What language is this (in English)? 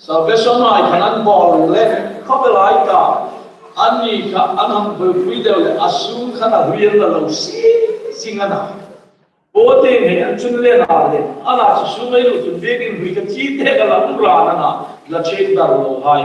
Hmar